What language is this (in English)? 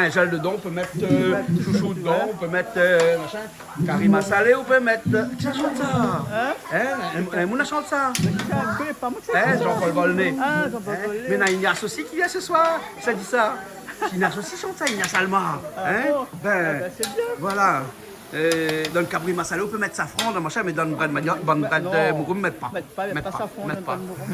Réunion Creole French